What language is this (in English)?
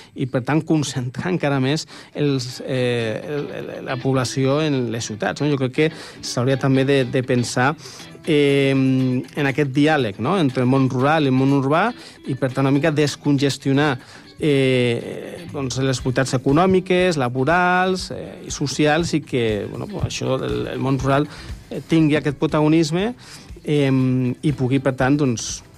Catalan